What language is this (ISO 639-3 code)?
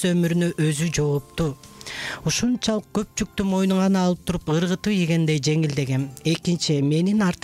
kir